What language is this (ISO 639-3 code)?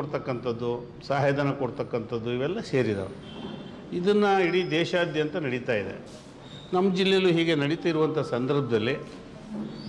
kan